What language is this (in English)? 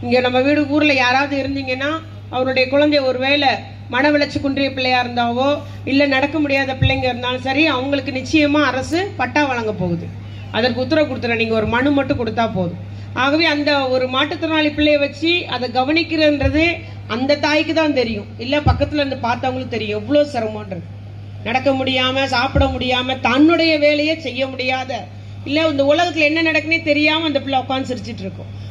Tamil